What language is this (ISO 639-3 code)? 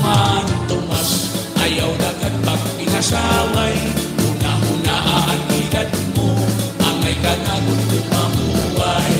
war